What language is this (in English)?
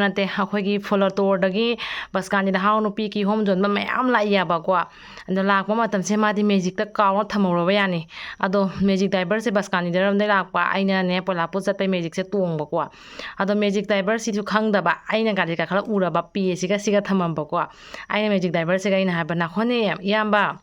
Manipuri